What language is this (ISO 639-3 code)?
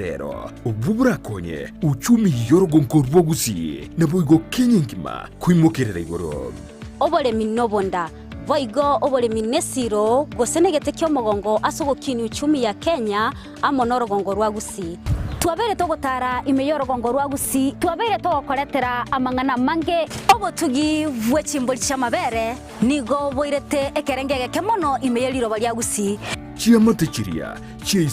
guz